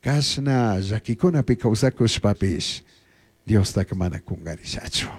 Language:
Chimborazo Highland Quichua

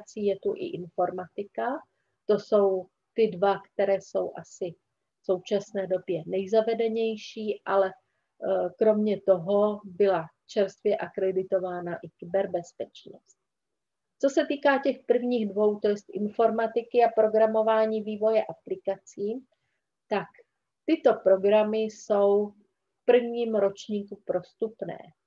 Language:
Czech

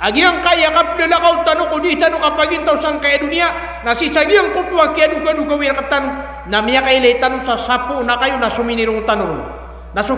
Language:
Maranao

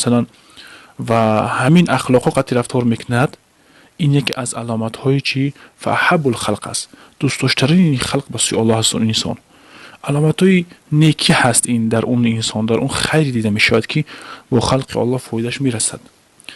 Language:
Tajik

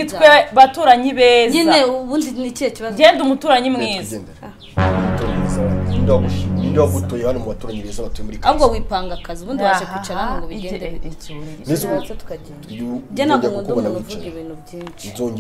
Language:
Kinyarwanda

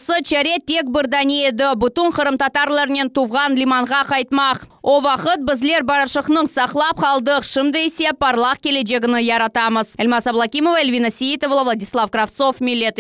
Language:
Crimean Tatar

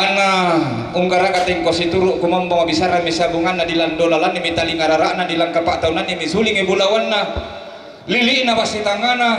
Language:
Toraja-Sa'dan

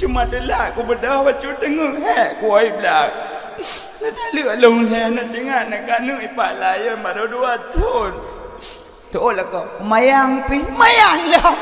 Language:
Achinese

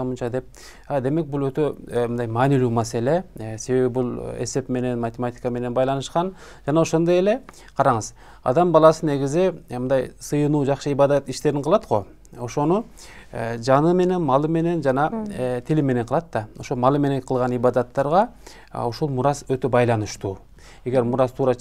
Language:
Kyrgyz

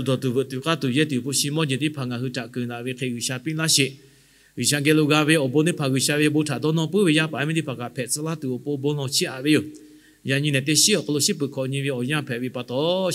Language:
Lahu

